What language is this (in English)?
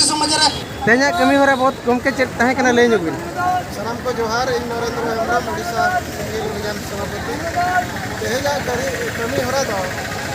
Santali